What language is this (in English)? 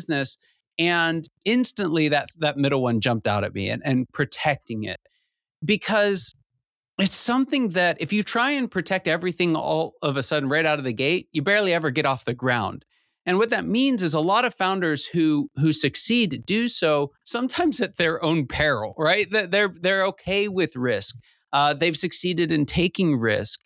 English